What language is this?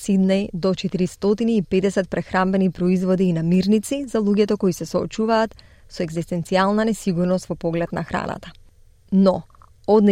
Macedonian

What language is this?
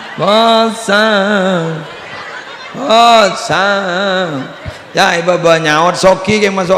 Madurese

